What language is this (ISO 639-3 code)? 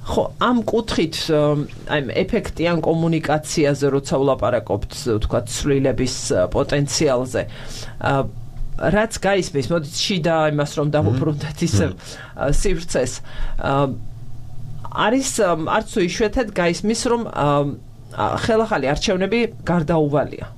kat